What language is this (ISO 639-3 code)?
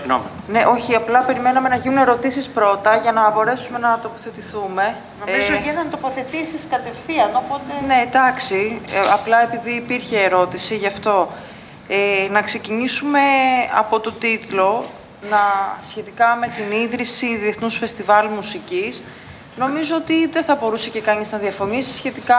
ell